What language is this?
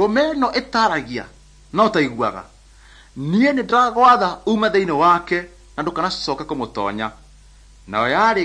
Kikuyu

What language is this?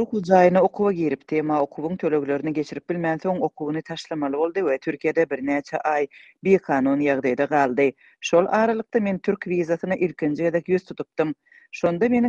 Turkmen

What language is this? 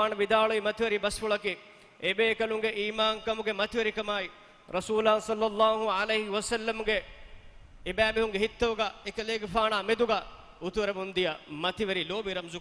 Divehi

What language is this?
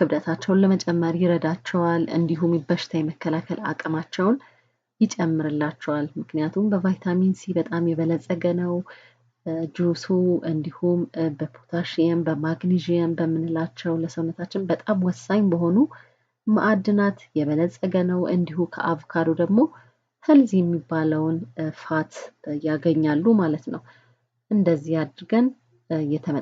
Amharic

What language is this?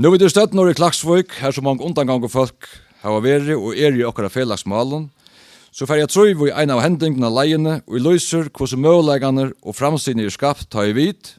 Faroese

